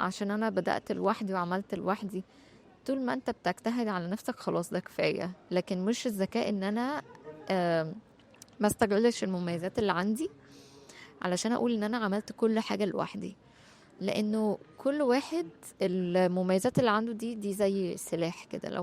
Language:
Egyptian Arabic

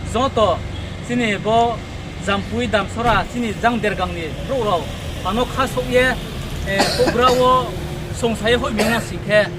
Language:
Riang (India)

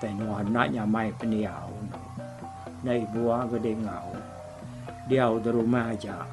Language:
Iban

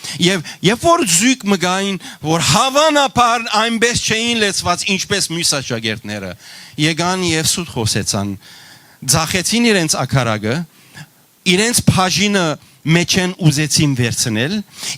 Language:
Western Armenian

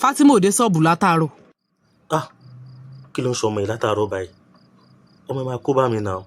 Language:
Yoruba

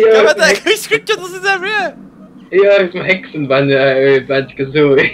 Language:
Faroese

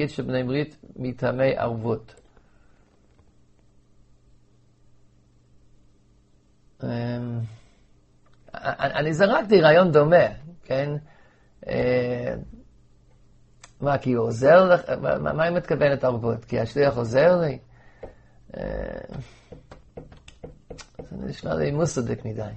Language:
Hebrew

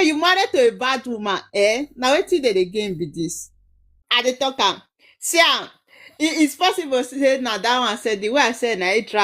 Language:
Nigerian Pidgin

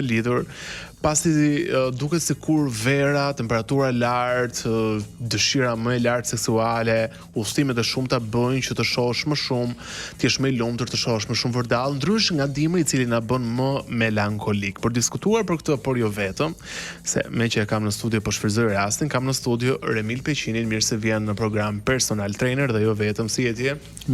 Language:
Albanian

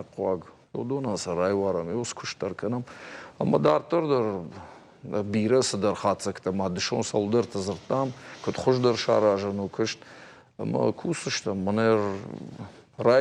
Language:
Ossetic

